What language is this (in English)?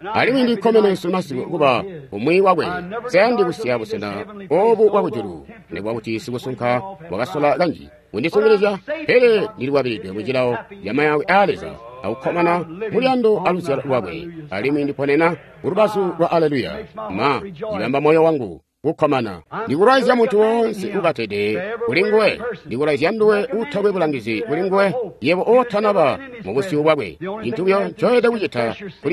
Tonga (Zambia)